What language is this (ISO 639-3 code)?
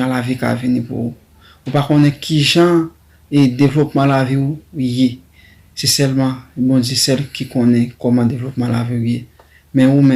hat